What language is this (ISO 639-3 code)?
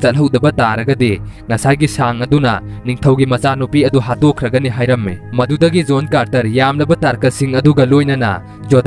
mni